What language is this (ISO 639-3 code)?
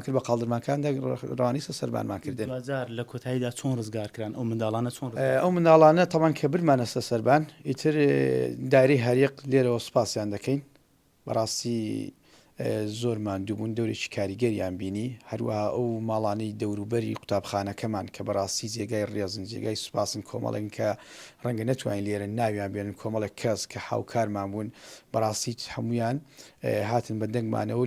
ckb